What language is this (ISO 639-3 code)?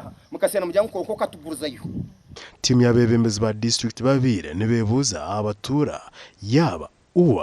nyn